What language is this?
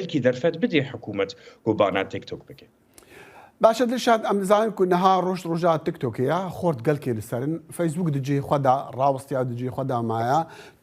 Kurdish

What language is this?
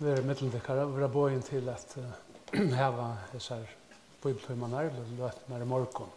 Faroese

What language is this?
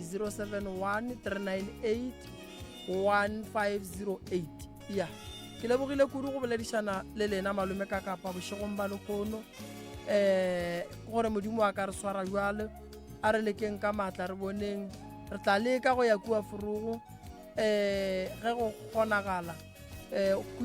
Northern Sotho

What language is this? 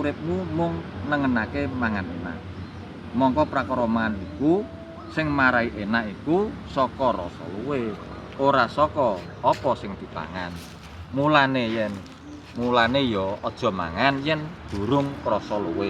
Javanese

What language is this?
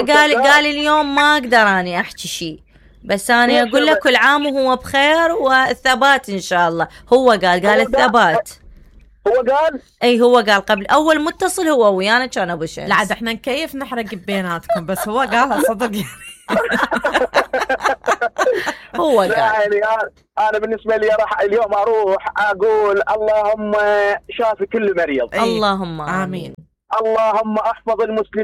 Mesopotamian Arabic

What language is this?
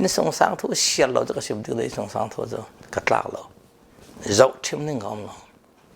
Falam Chin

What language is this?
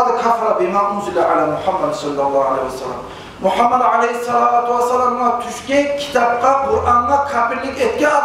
Kumyk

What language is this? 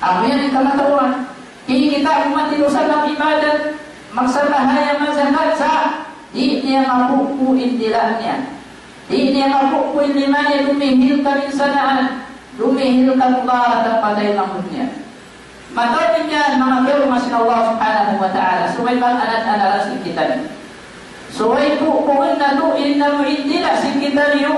Tausug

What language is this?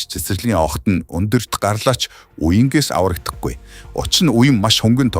Mongolian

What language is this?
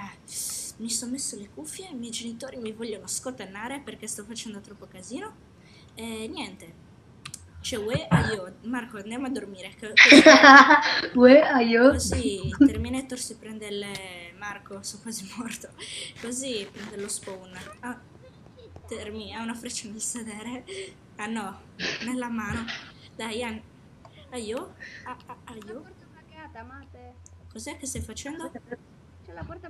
Italian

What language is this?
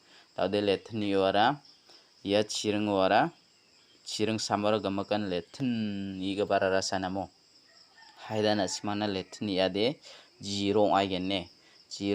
Garo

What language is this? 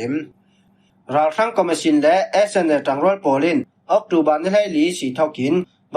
Falam Chin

